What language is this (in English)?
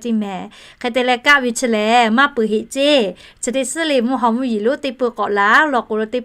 Lahu